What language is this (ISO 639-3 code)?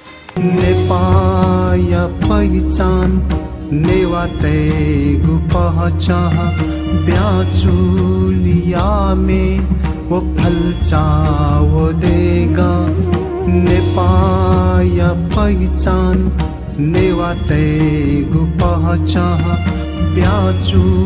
new